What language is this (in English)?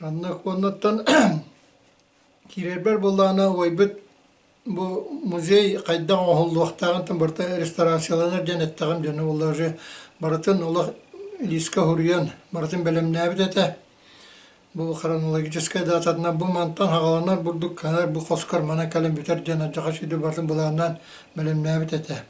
Yakut